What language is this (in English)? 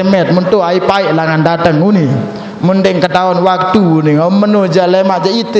Sasak